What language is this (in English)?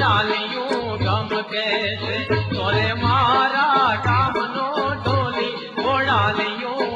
Gujarati